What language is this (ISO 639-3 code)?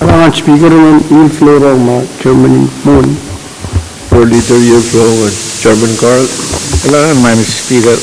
pon